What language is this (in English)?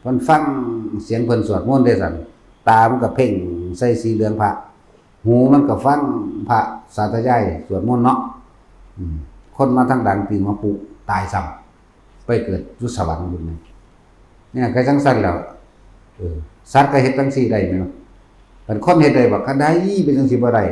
Northeastern Thai